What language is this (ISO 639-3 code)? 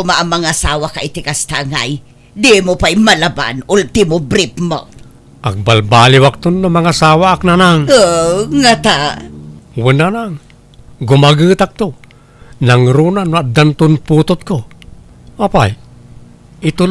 ilo